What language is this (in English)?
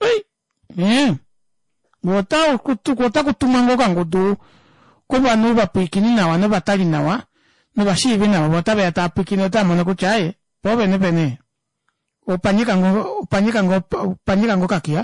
Kuanyama